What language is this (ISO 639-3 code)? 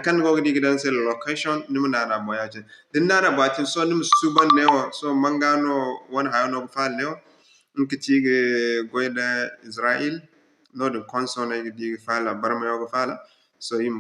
dje